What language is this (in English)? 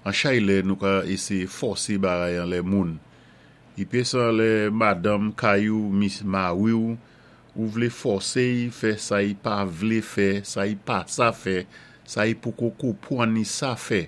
Saint Lucian Creole French